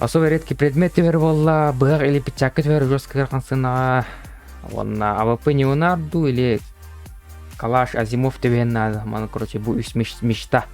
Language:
Yakut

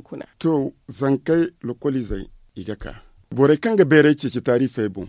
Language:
Zarma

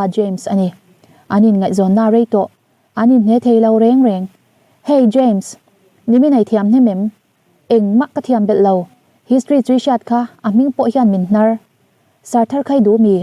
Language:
Mizo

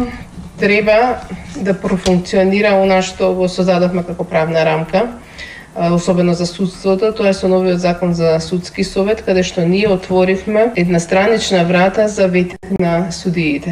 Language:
Macedonian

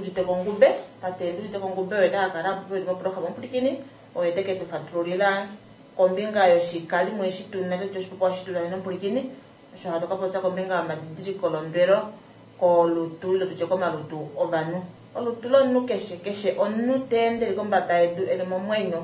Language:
Kuanyama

